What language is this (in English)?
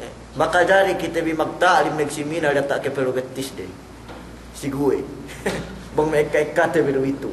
Yakan